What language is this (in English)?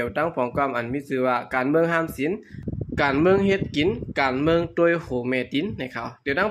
Shan